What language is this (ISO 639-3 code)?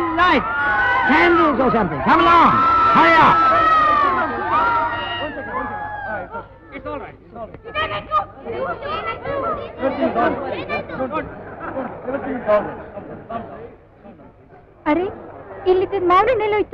kan